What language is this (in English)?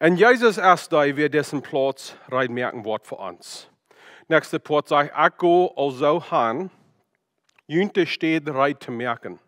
Plautdietsch